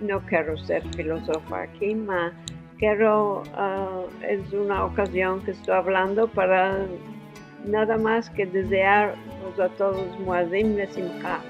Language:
Ladino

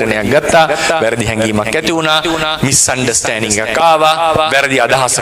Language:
Sinhala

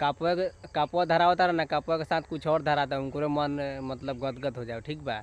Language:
Bhojpuri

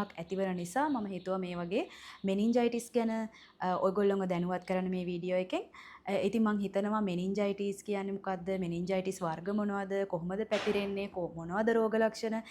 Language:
Sinhala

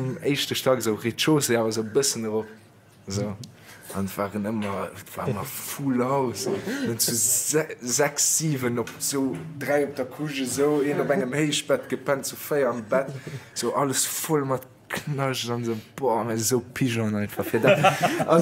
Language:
Luxembourgish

